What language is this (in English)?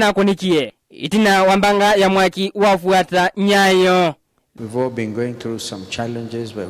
Kamba